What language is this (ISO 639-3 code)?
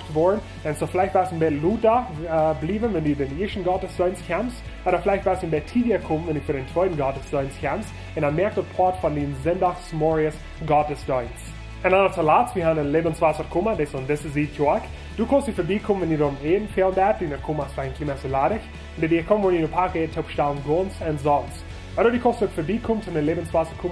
pdt